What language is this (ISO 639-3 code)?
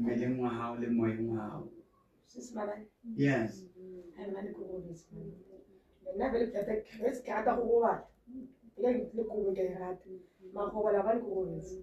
sot